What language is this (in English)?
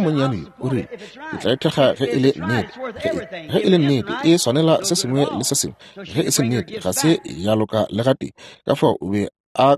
Northern Sotho